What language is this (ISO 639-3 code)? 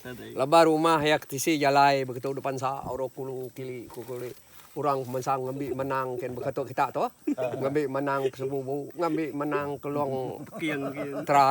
iba